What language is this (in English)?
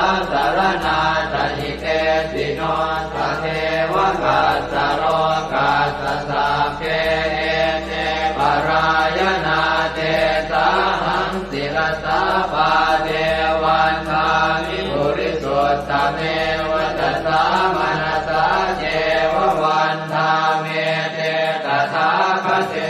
Pali